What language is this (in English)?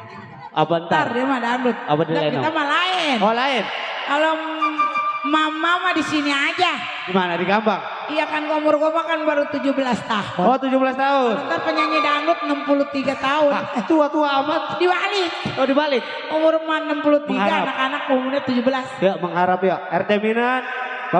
Betawi